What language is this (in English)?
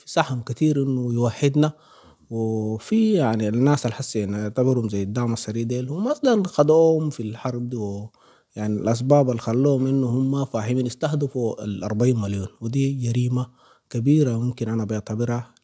Sudanese Arabic